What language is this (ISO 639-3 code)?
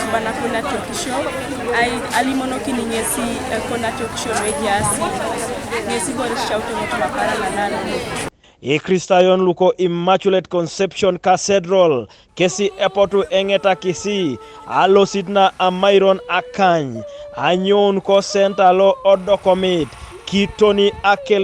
teo